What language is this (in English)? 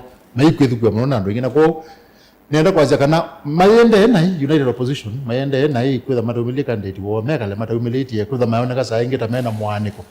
Kamba